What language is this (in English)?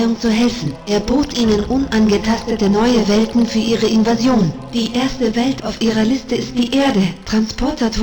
Bavarian